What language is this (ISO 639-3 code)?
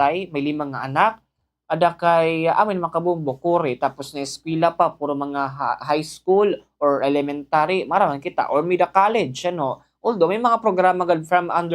war